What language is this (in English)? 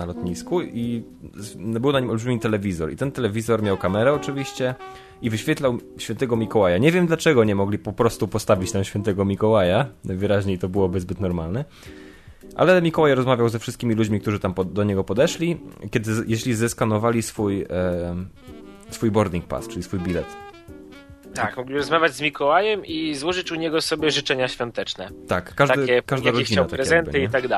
Polish